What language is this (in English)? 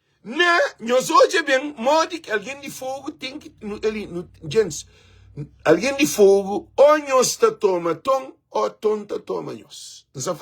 Kabuverdianu